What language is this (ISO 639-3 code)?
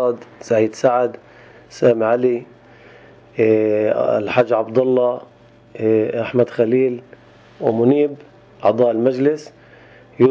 apc